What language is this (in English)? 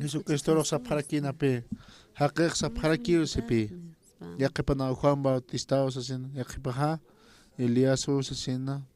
Aymara